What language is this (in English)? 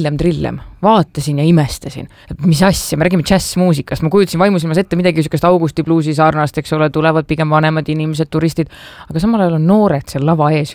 Estonian